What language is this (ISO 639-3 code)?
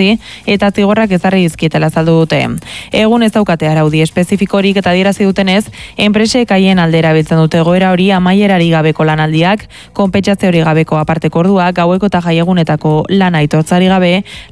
eus